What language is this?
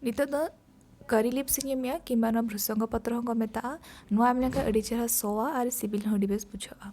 Santali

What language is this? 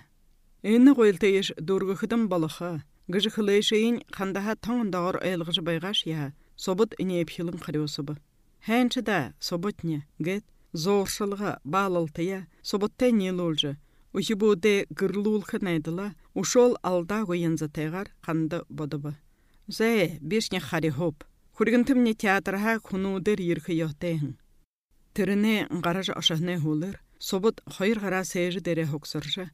Buriat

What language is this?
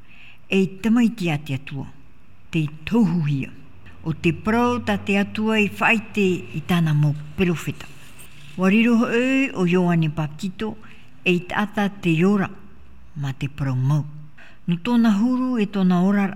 Tahitian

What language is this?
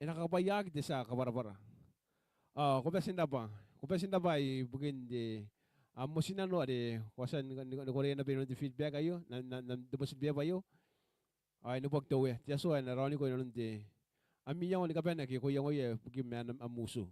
Gilbertese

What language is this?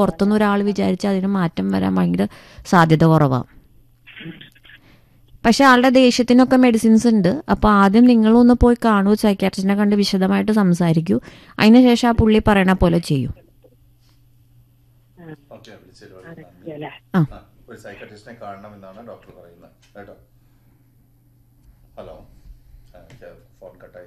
Malayalam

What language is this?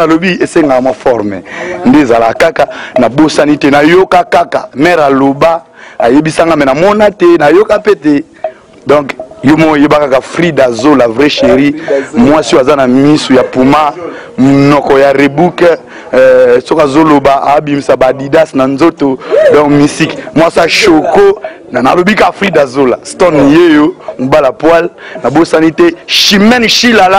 Lingala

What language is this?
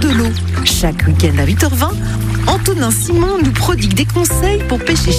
French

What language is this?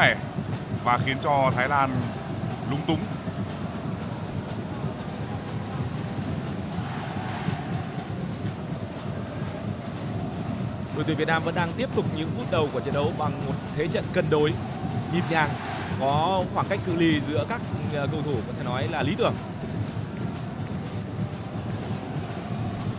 Vietnamese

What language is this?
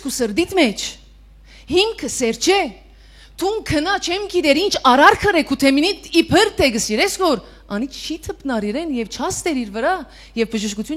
Western Armenian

